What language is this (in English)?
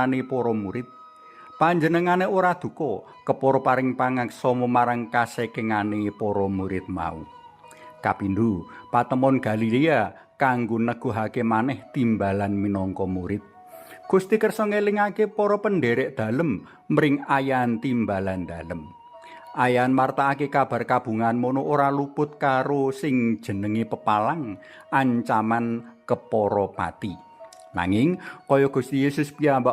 Javanese